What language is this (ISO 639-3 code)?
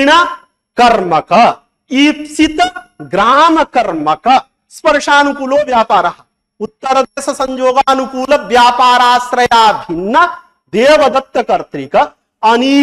san